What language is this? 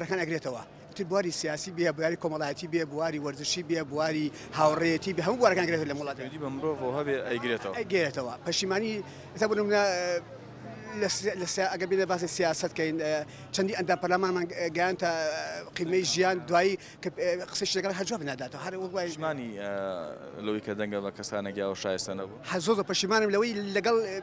Central Kurdish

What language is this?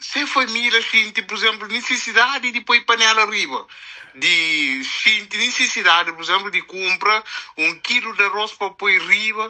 Kabuverdianu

